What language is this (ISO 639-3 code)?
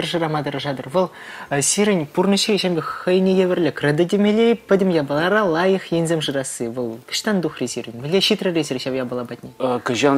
chv